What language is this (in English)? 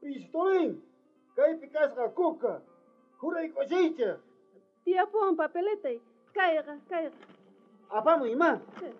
South Bolivian Quechua